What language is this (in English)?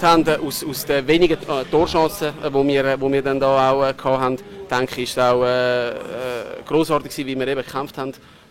Swiss German